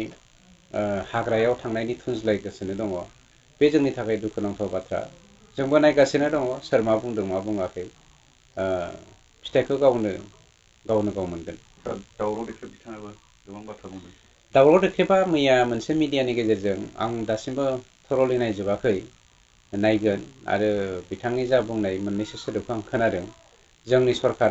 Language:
Bodo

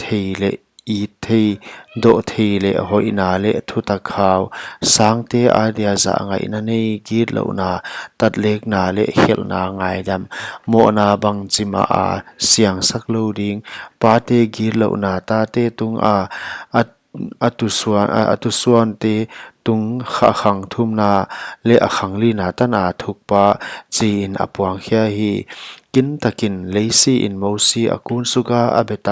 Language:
Paite Chin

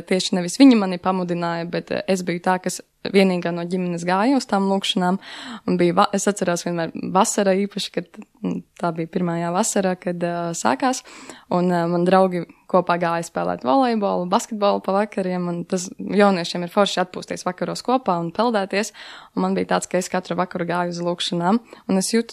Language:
Latvian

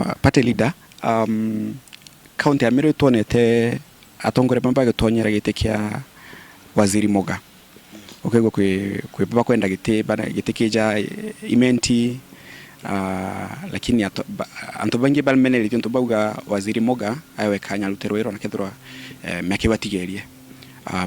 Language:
Meru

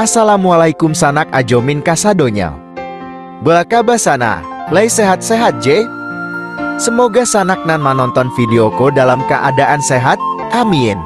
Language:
Minangkabau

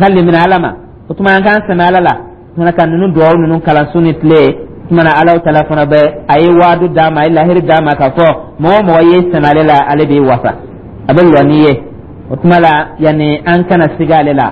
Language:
Dyula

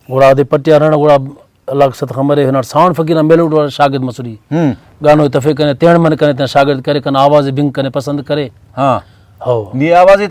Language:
Brahui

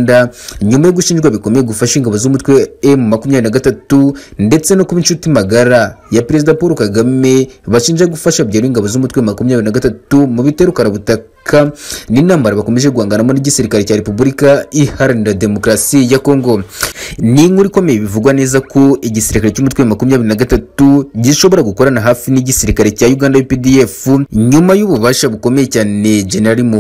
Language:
Kinyarwanda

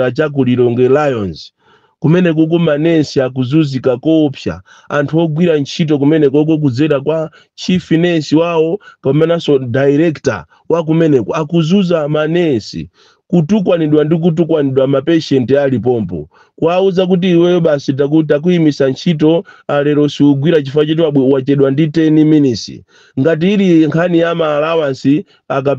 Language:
Nyanja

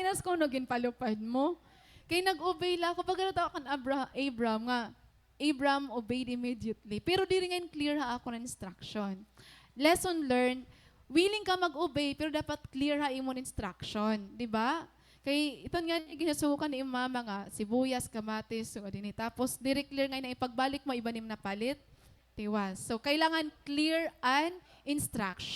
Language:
Waray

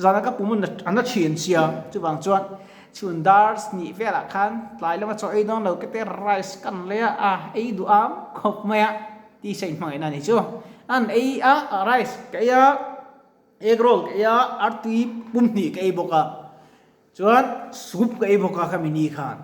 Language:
Mizo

